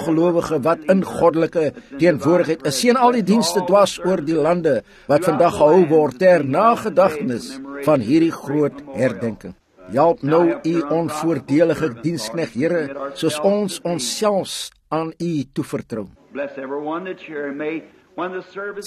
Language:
Afrikaans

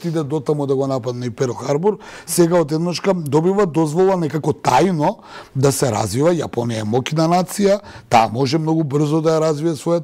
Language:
Macedonian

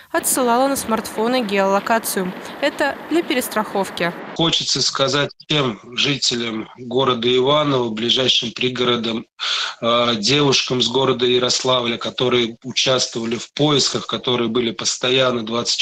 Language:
Russian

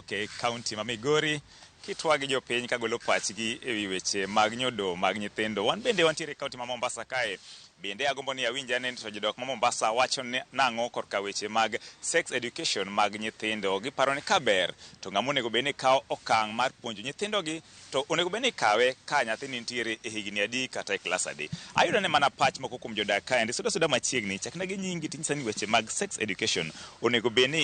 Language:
Luo (Kenya and Tanzania)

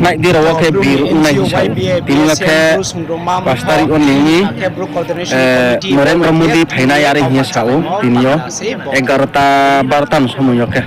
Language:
Riang (India)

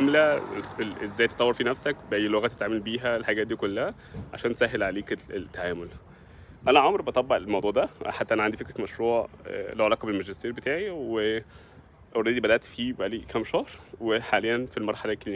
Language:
Egyptian Arabic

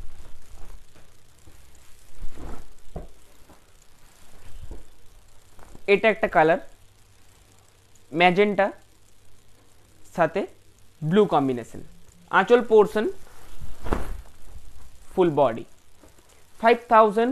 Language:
Bangla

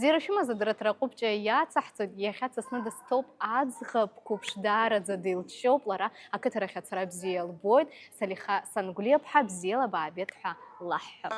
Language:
Abkhazian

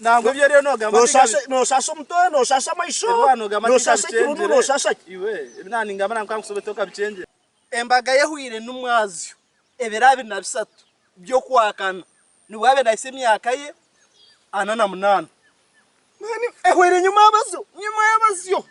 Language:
Nyankole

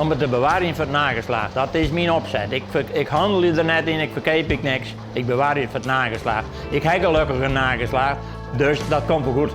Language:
Western Frisian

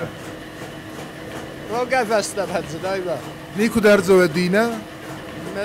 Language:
Ossetic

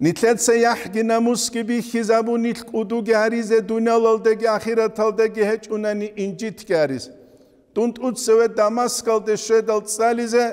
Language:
Avaric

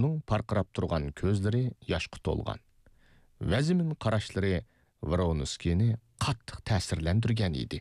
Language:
Uyghur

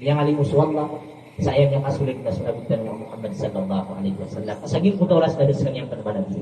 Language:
Maranao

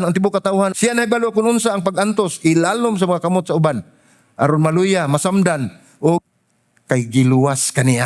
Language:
Cebuano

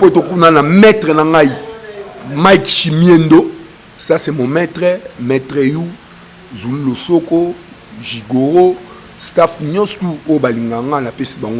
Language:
Lingala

